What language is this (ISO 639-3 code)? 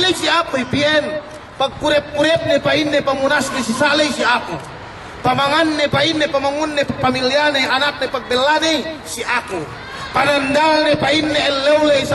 yka